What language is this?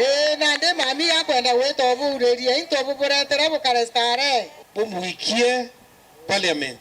Meru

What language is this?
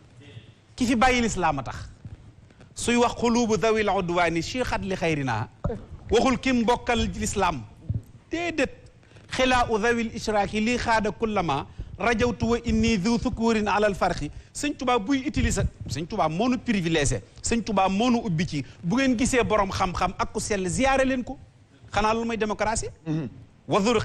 Wolof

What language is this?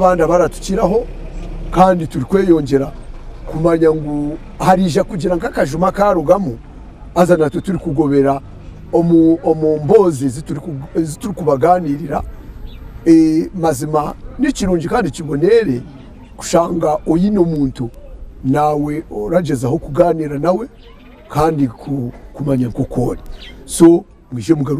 Nyankole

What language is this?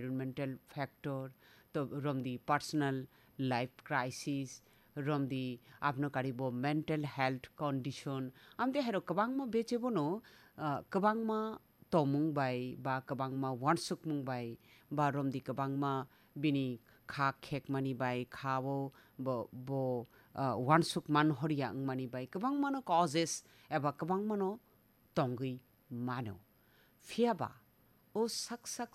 Kok Borok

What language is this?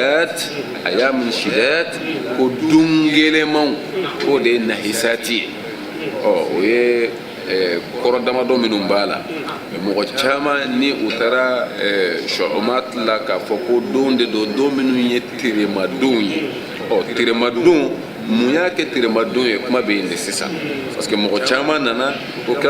Bambara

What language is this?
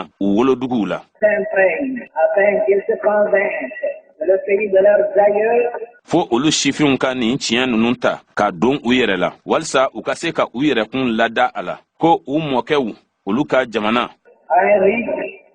Bambara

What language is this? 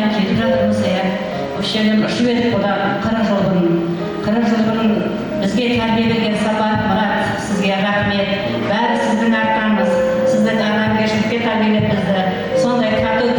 Kara-Kalpak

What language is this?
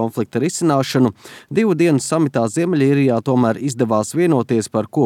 Latvian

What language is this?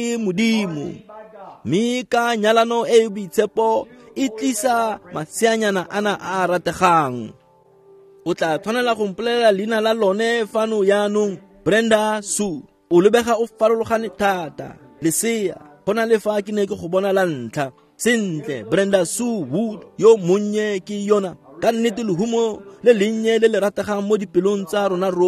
Tswana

